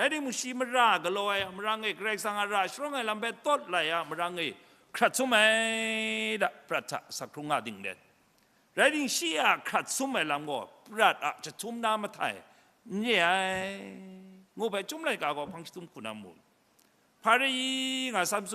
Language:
Kachin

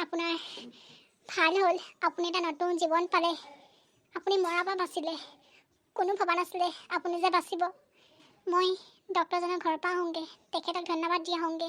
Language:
Assamese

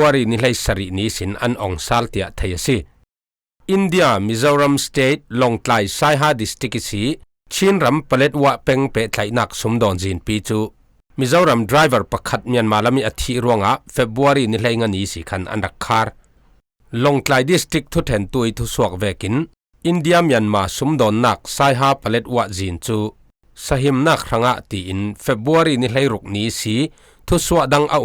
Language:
Falam Chin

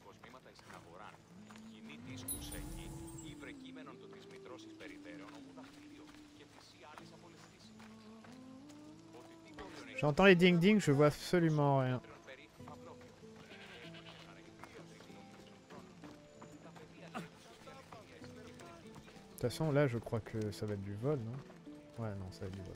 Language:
French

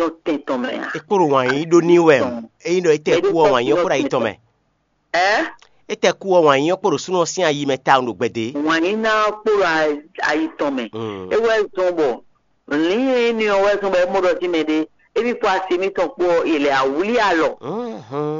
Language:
Fon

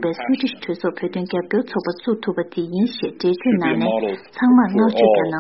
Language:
Tibetan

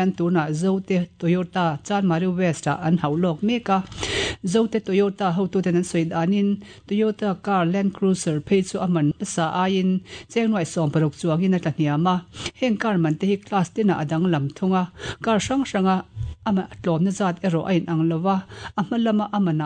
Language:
Mizo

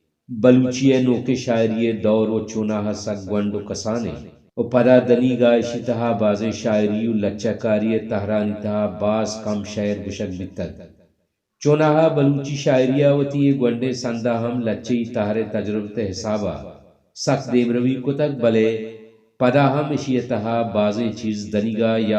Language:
Baluchi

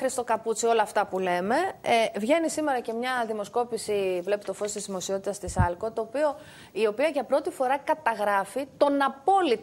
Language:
Greek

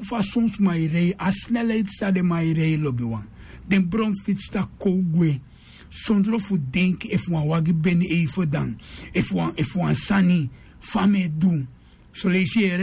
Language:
Sranan Tongo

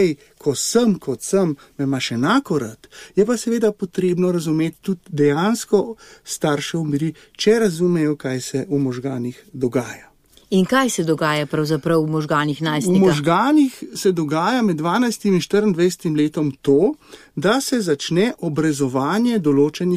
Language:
Slovenian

